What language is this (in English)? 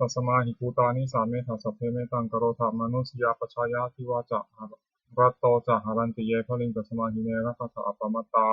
Pali